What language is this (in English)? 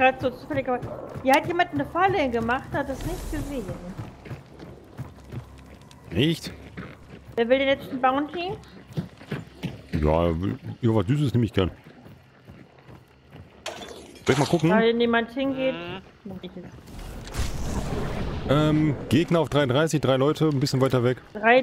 German